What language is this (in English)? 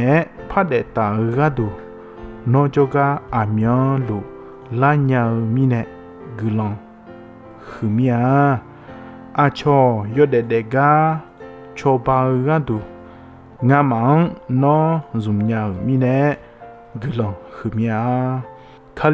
Akha